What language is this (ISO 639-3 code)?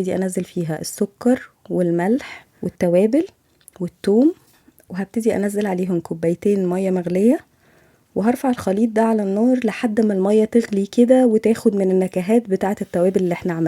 arz